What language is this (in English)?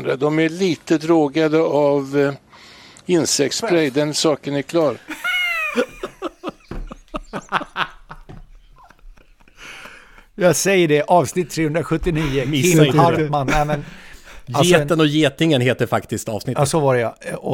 Swedish